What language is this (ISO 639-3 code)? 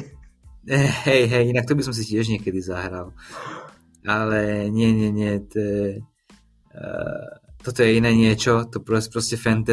slk